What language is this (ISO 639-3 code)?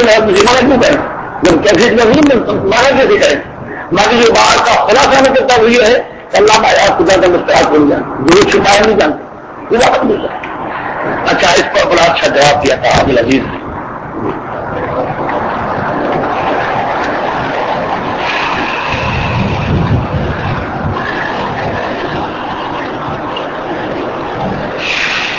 urd